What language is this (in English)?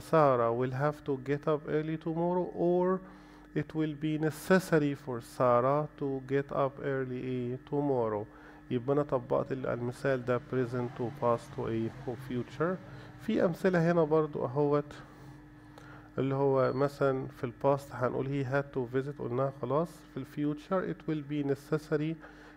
Egyptian Arabic